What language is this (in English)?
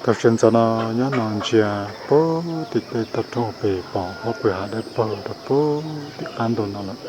Hmong